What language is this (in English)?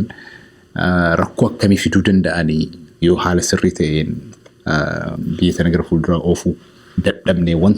Oromo